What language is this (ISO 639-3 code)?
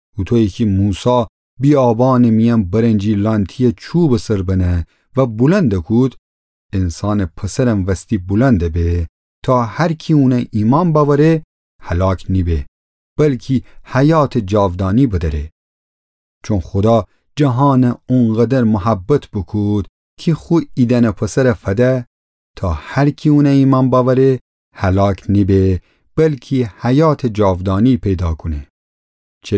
glk